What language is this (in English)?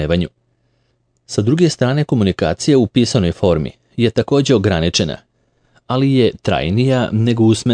Serbian